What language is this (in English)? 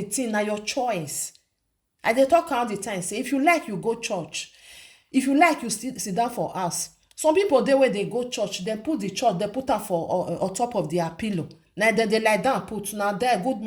Nigerian Pidgin